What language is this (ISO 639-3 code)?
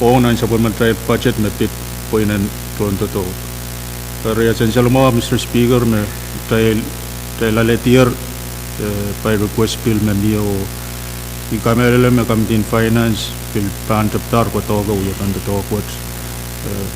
pon